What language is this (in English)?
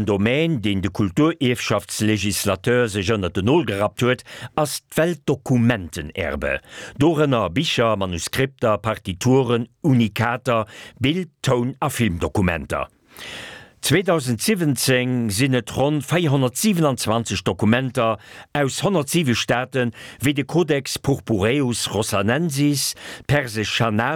Luxembourgish